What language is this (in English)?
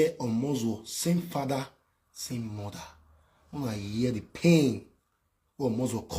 Nigerian Pidgin